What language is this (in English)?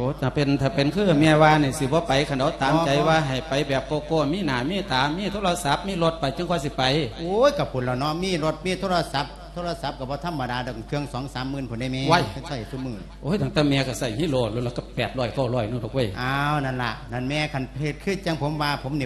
Lao